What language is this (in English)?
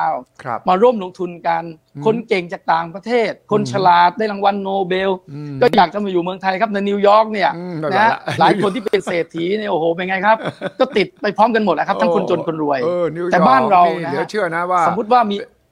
Thai